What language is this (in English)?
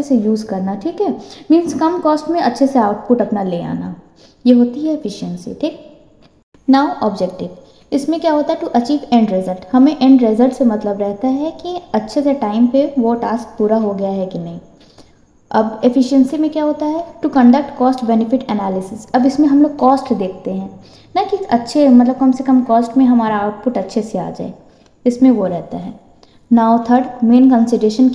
Hindi